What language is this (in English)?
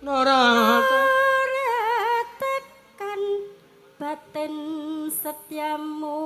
Javanese